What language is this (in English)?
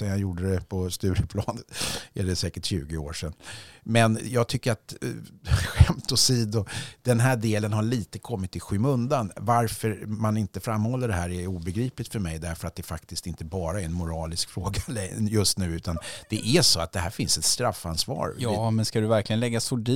Swedish